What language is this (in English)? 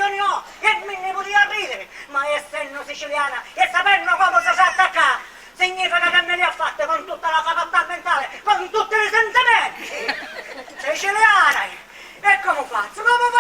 Sicilian